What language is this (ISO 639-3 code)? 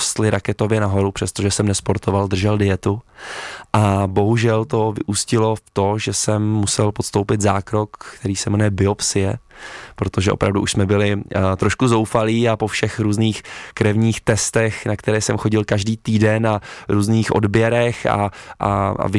ces